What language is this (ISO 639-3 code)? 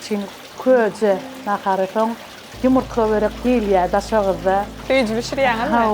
tuk